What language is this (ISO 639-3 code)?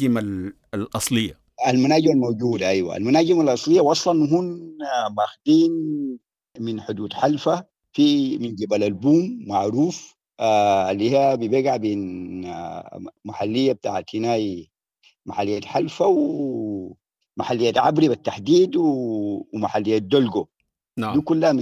apd